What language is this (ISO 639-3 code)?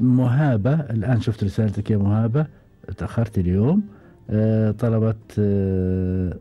afb